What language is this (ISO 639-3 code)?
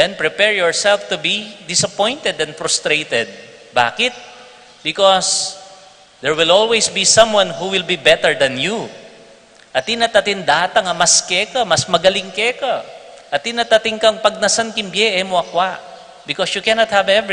pam